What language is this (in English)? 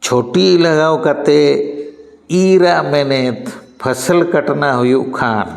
Santali